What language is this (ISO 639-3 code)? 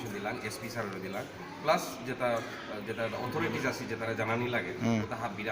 bpy